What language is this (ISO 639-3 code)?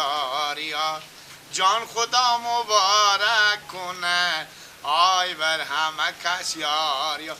fas